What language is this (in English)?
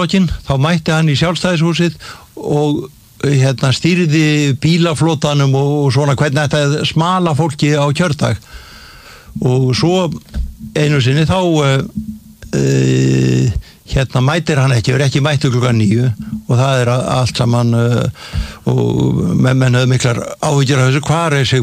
Icelandic